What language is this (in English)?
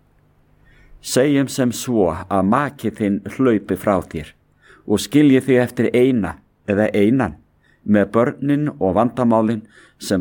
Icelandic